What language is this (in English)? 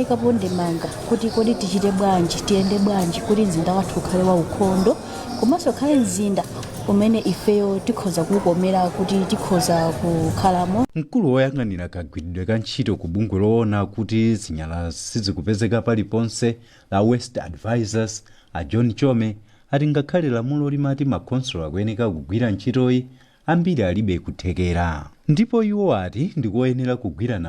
Nyanja